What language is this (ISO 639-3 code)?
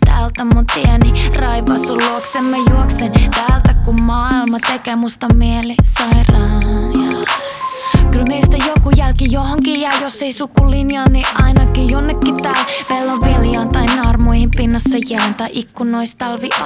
fin